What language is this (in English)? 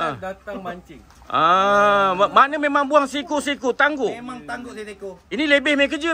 Malay